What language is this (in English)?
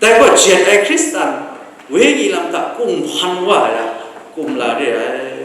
Kachin